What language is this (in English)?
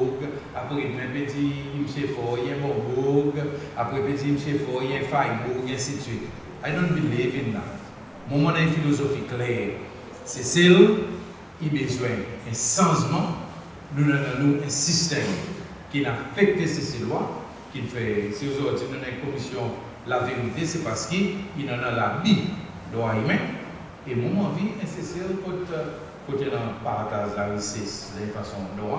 Seselwa Creole French